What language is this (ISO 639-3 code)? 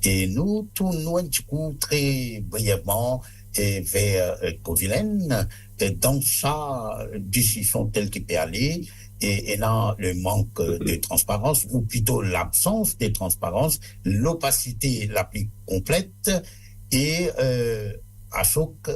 mfe